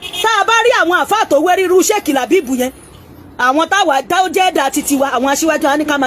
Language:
Yoruba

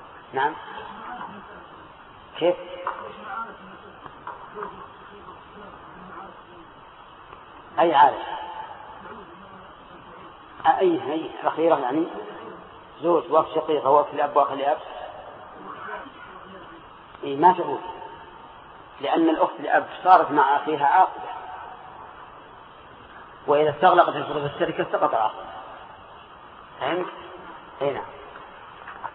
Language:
Arabic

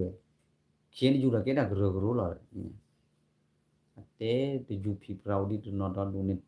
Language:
S'gaw Karen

